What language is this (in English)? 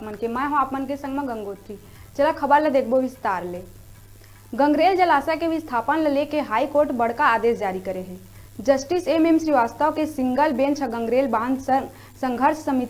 Chhattisgarhi